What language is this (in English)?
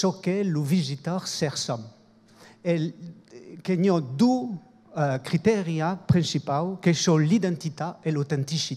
Occitan